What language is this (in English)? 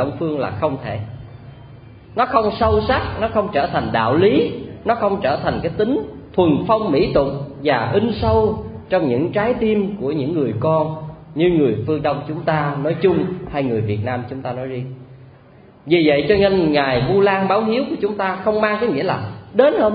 Vietnamese